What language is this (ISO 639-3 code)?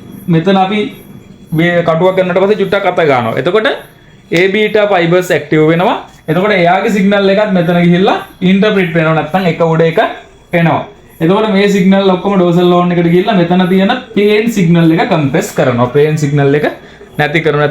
sin